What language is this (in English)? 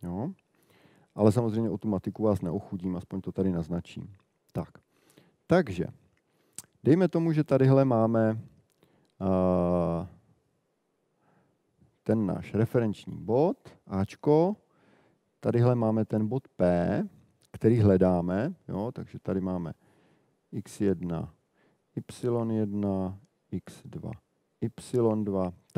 Czech